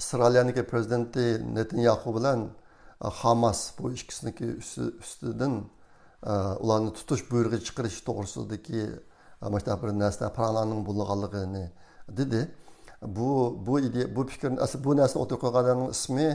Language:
Uyghur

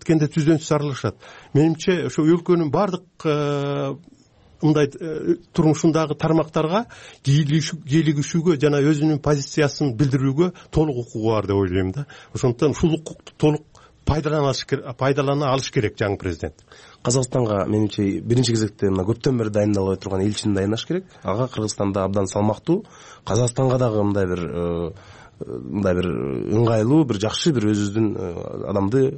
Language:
Kyrgyz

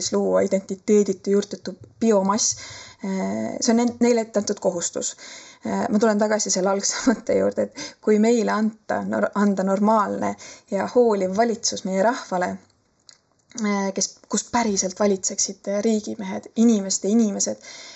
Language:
Estonian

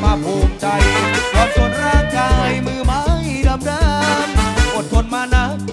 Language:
Thai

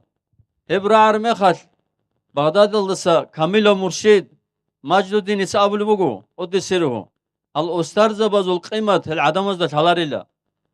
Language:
Avaric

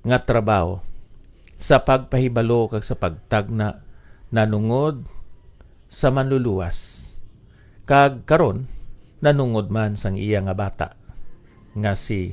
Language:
Hiligaynon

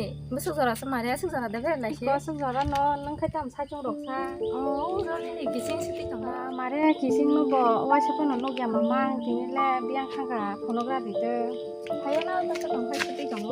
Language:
Kok Borok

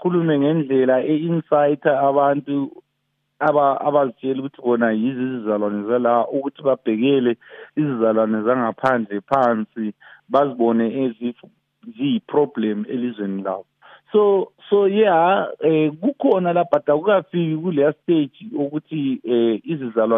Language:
North Ndebele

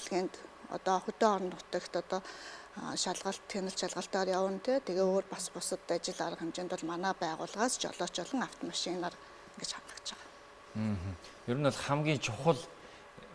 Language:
Mongolian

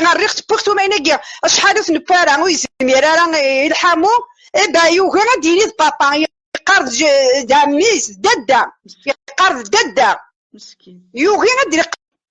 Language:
Kabyle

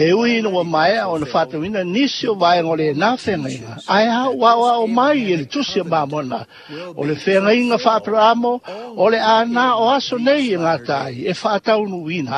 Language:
Samoan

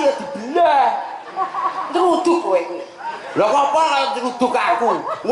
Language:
Javanese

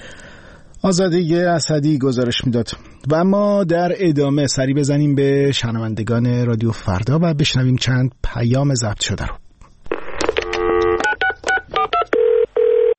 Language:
Persian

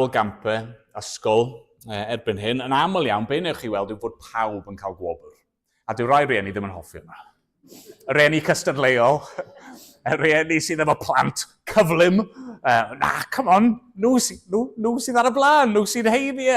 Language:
Welsh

